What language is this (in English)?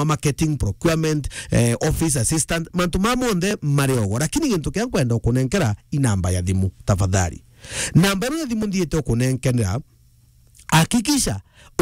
Meru